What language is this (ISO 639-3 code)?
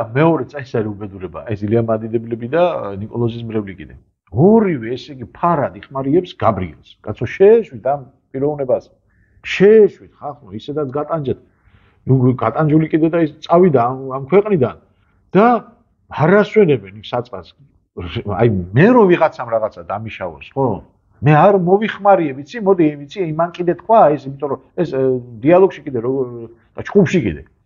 kat